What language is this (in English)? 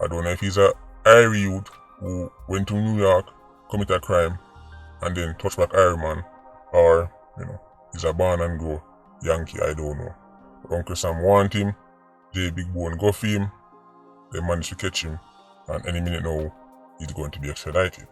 Jamaican Creole English